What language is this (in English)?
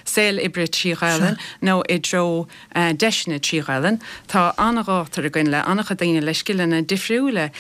Irish